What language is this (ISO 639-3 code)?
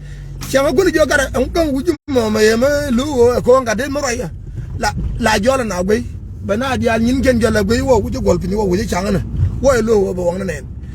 nus